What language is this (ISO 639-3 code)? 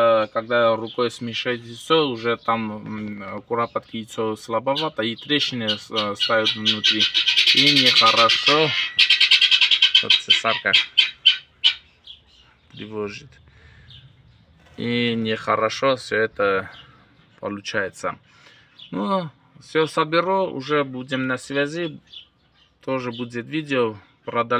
rus